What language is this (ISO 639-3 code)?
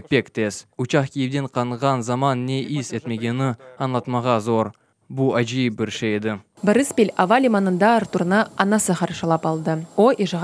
crh